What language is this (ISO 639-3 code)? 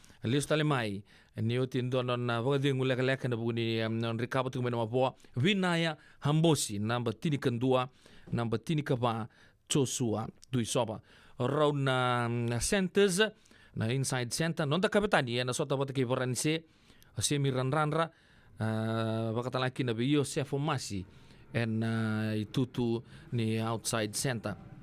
fij